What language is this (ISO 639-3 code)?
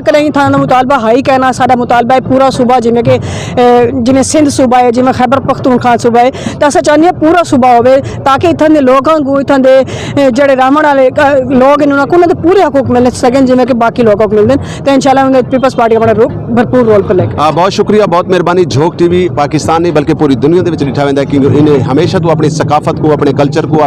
skr